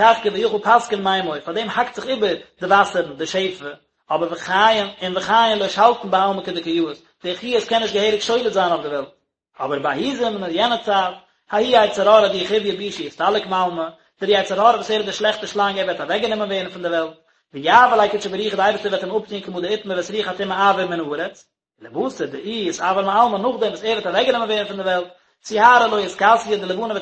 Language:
Yiddish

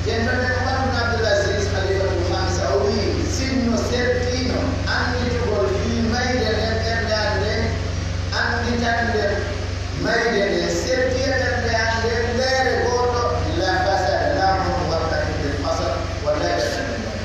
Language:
Pular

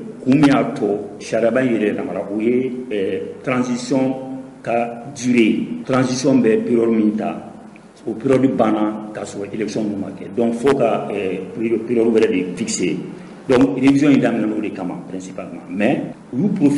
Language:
Bambara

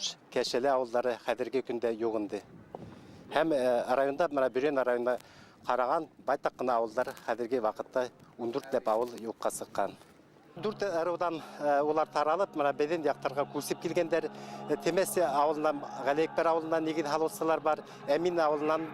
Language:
Bashkir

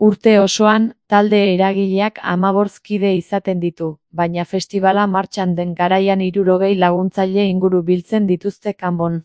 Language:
Basque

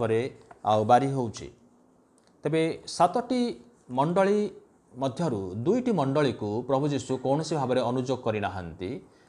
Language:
Odia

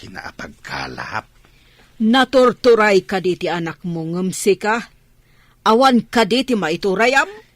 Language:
Iloko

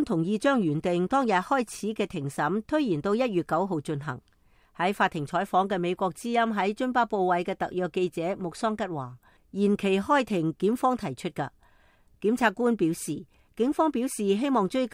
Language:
Cantonese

